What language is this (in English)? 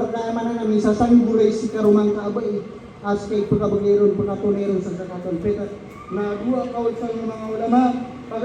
Maranao